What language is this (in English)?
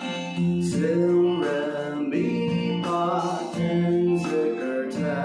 Naga Pidgin